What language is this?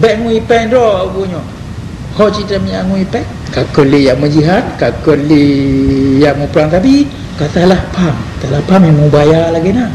Achinese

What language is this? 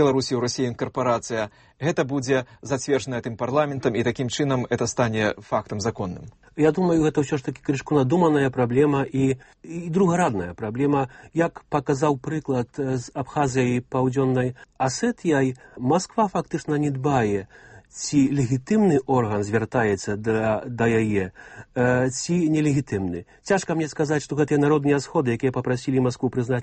Belarusian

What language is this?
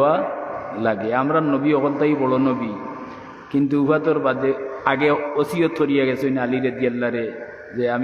Sylheti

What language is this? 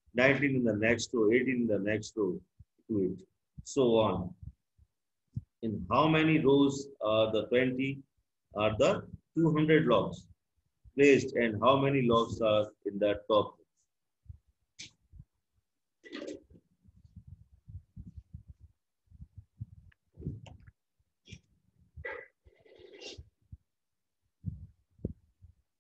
Hindi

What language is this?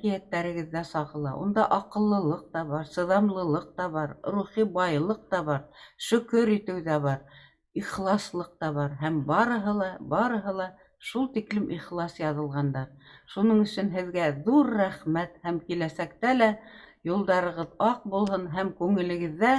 Bashkir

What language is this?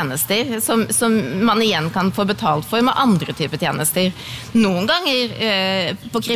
Norwegian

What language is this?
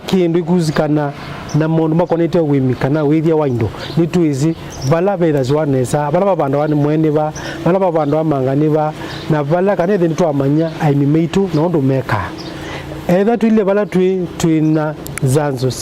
Kamba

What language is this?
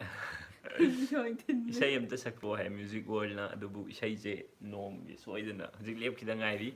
Manipuri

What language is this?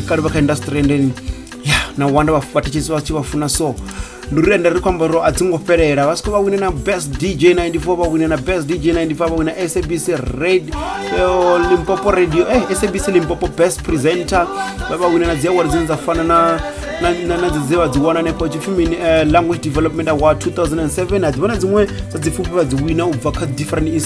Venda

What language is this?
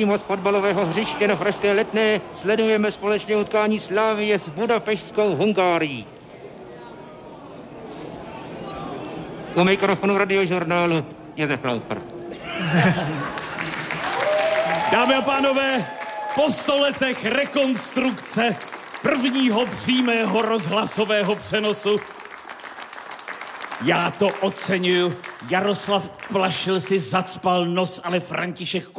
Czech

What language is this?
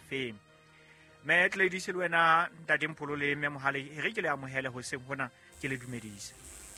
Southern Sotho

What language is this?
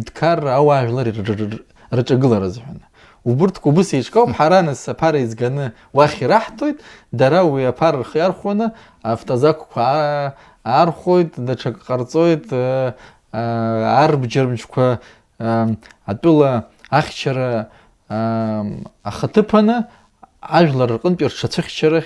Abkhazian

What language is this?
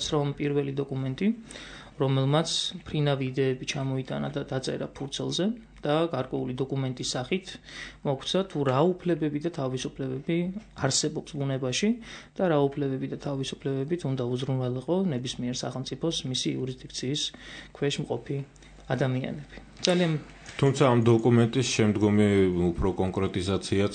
Georgian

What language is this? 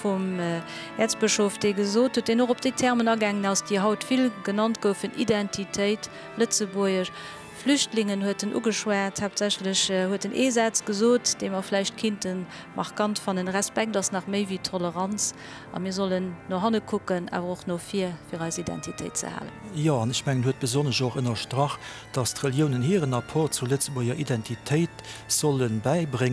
Luxembourgish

